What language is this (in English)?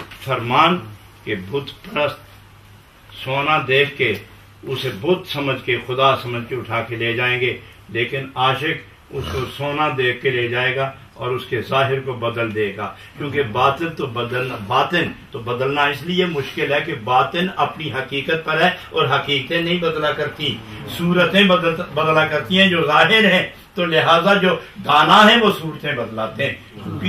Urdu